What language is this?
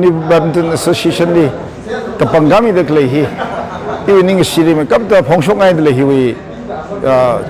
Tangkhul Naga (India)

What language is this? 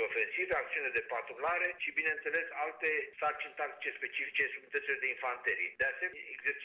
Romanian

